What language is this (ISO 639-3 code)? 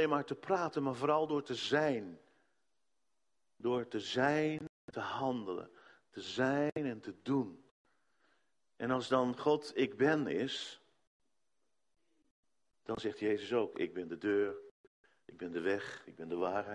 nld